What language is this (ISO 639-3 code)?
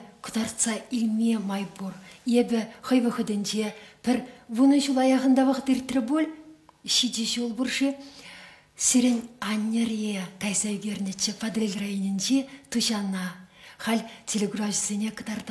chv